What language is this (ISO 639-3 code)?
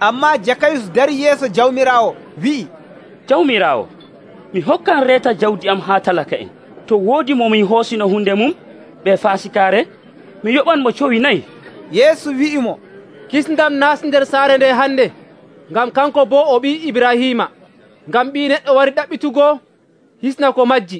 fuv